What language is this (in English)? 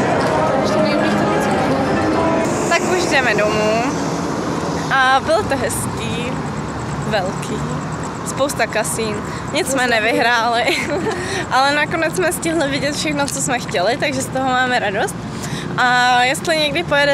Czech